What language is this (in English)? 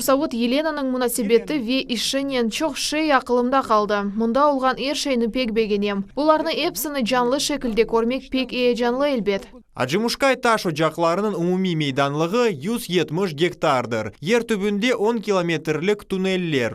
Crimean Tatar